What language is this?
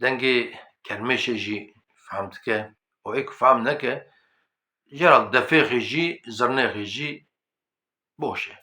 Kurdish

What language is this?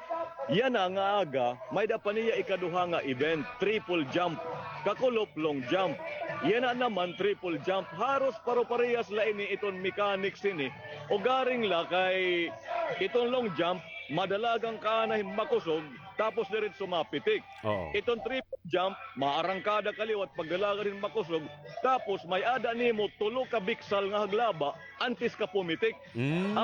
Waray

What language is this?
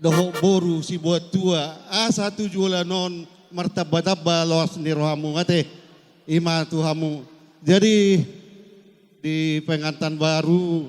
Batak Toba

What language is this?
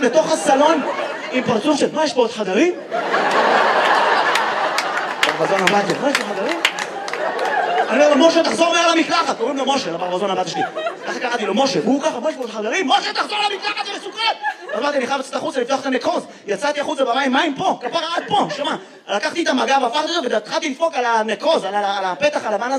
Hebrew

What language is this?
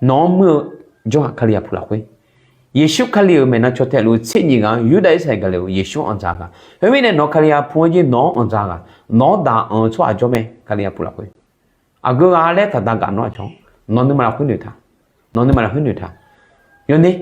Akha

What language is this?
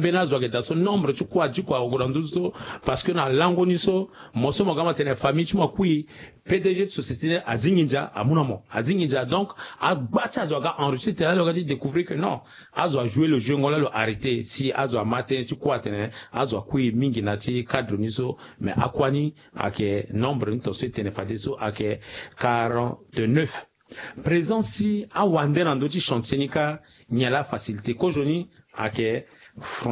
Sango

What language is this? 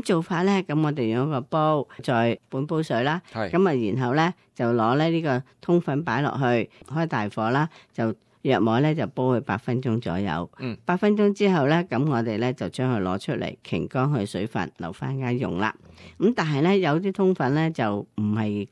Cantonese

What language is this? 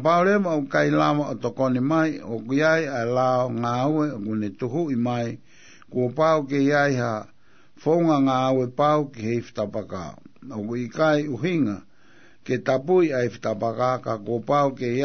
Tongan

